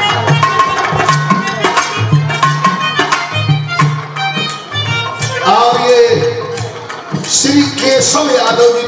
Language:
Bhojpuri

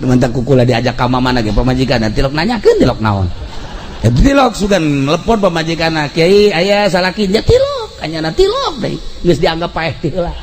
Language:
Sundanese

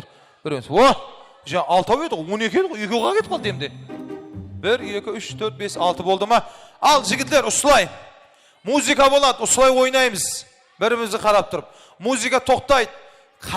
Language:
Kara-Kalpak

